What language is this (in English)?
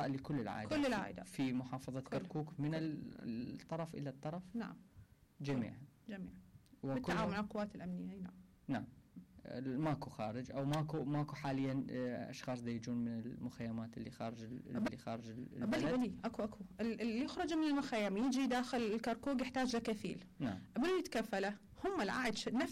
Mesopotamian Arabic